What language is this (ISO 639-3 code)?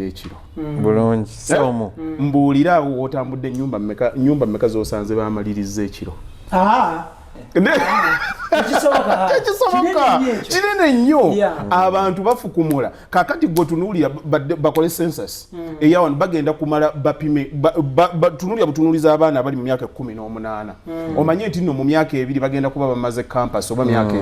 lug